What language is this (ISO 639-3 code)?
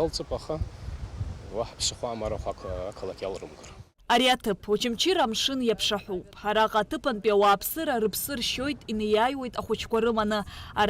abk